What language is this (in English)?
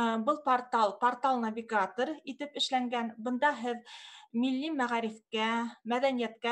Bashkir